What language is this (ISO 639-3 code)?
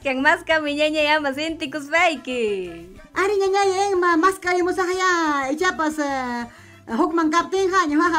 quy